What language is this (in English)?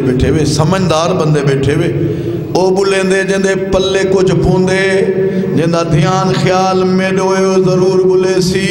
Saraiki